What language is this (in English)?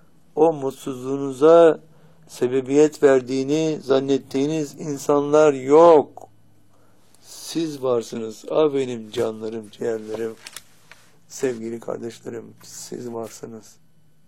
Turkish